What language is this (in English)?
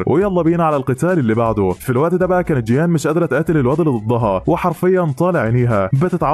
Egyptian Arabic